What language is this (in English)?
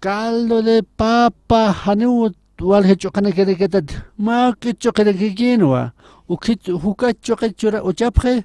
Aymara